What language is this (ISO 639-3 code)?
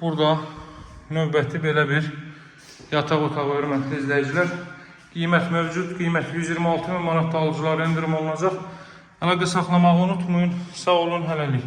aze